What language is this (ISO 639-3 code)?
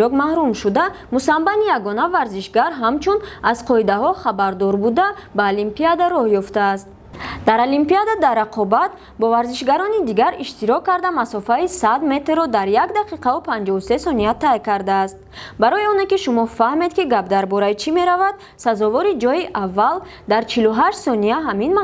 tgk